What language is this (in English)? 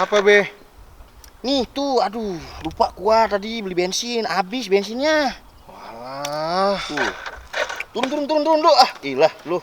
Betawi